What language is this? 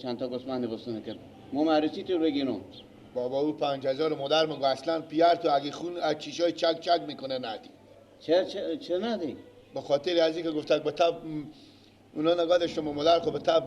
Persian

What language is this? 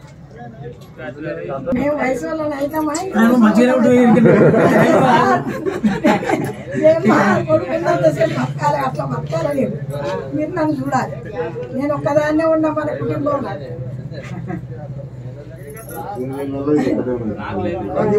Telugu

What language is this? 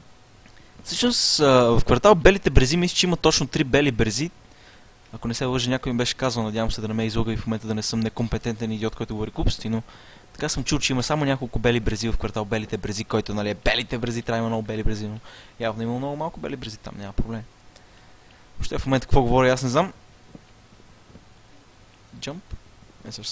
Bulgarian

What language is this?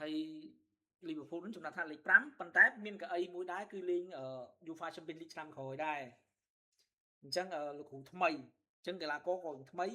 Khmer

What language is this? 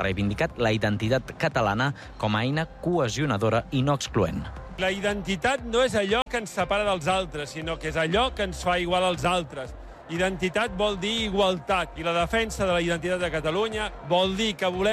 Catalan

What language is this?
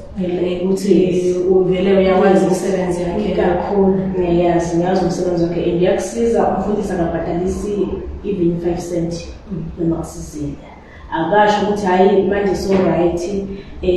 Zulu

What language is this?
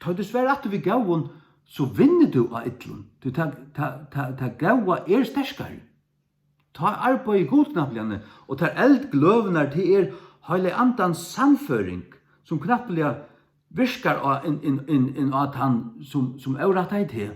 Faroese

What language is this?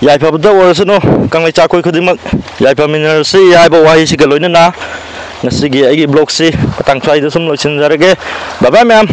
Manipuri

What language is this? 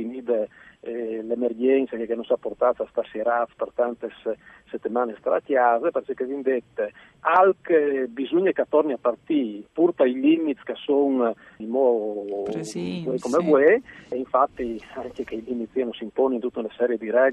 Friulian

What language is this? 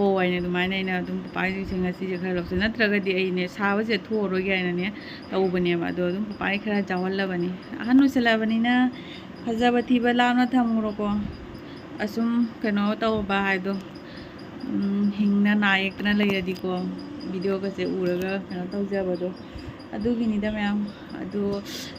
Manipuri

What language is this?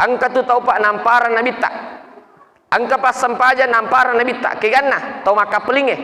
Buginese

